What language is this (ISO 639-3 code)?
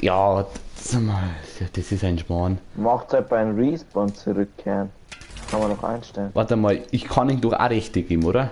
bar